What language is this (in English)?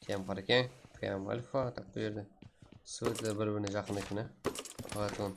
Kara-Kalpak